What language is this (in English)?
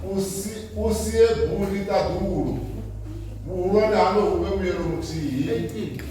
Venda